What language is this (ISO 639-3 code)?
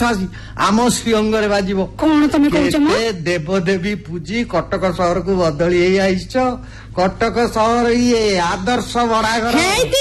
ori